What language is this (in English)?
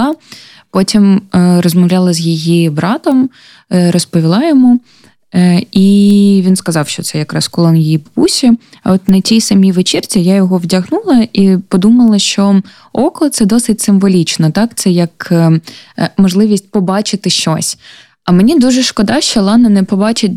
Ukrainian